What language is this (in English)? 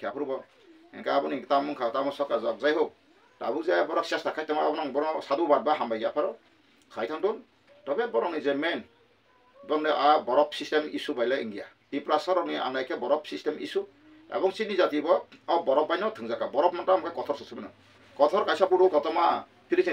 Kok Borok